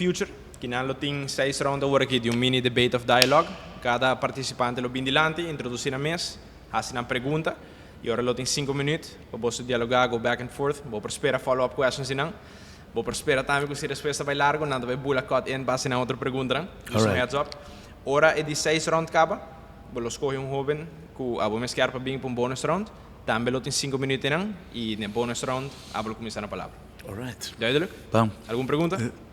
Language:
Papiamento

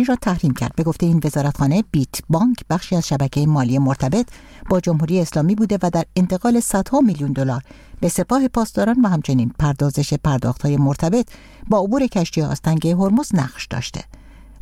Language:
Persian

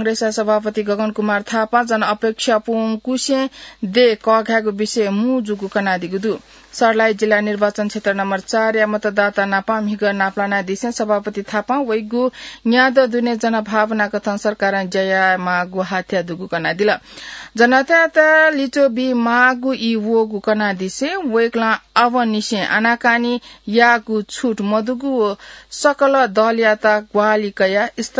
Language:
Newari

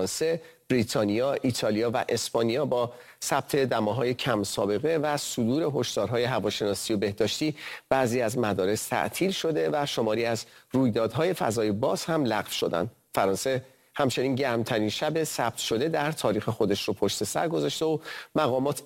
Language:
Persian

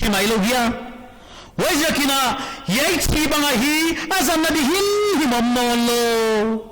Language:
Paite Chin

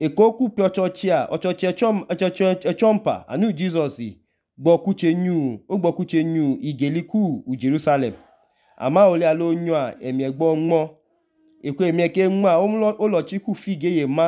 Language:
Idoma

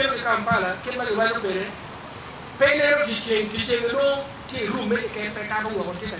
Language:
Acoli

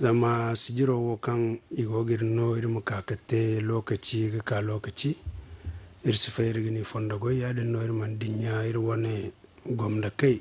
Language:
Zarma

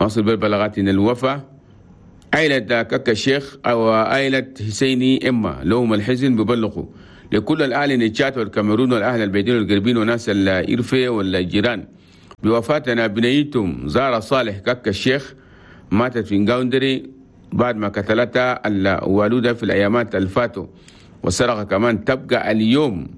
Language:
Chadian Arabic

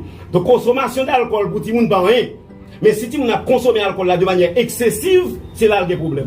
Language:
Haitian Creole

